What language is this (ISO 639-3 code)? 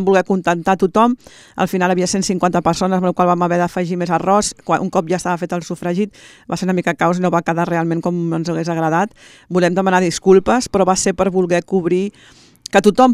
cat